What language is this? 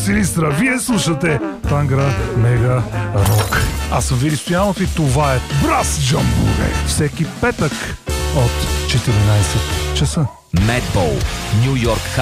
Bulgarian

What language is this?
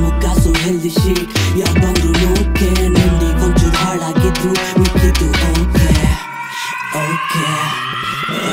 Kannada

